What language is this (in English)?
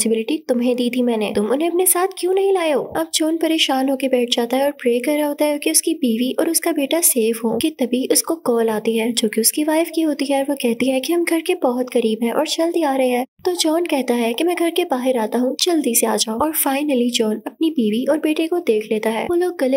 Hindi